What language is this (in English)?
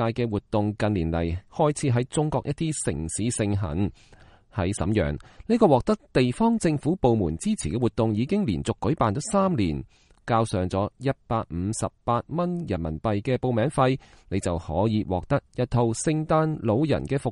Cantonese